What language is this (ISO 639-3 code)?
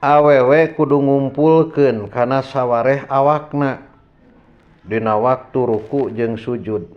sun